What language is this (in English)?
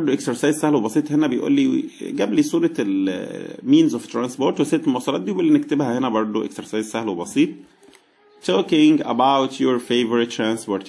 Egyptian Arabic